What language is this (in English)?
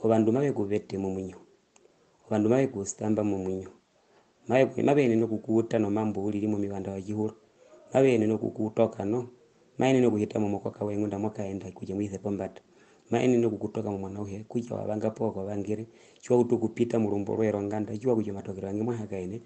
Herero